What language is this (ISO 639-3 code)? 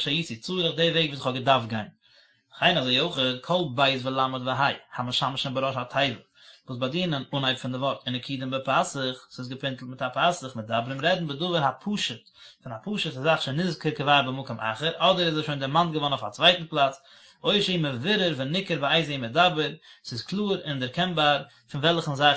yid